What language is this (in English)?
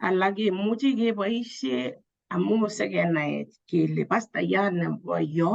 Kalenjin